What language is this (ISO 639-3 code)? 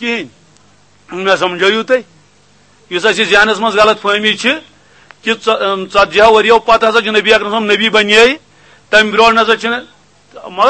kas